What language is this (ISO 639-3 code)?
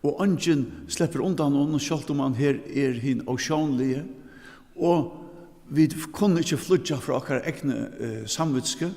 fao